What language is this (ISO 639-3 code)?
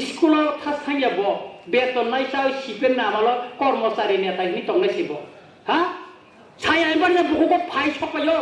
trp